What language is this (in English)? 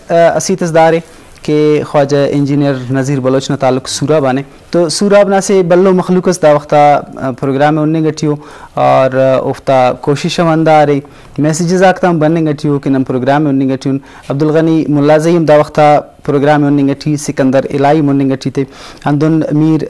Brahui